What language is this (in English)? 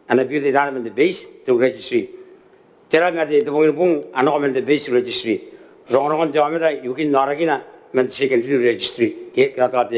Gilbertese